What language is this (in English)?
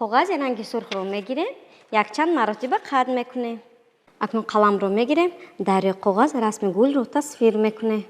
Tajik